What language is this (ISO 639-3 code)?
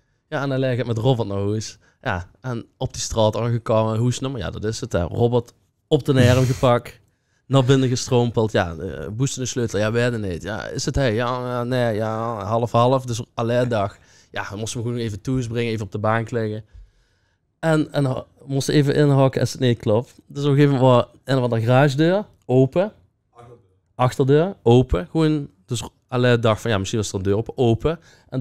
lim